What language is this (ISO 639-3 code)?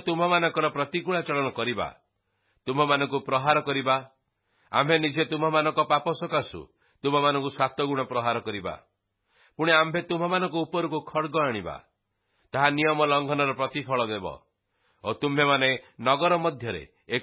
ori